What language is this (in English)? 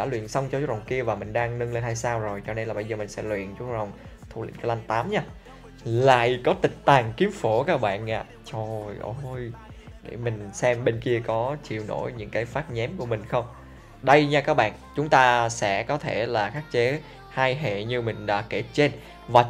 Vietnamese